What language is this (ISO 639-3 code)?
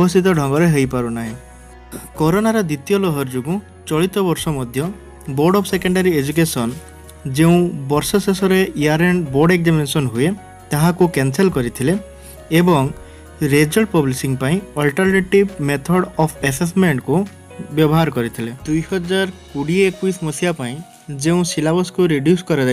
ori